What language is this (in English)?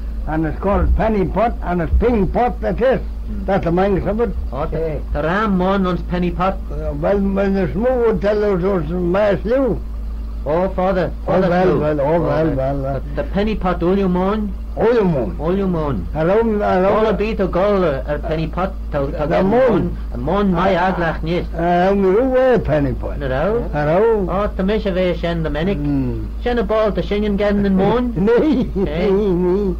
Manx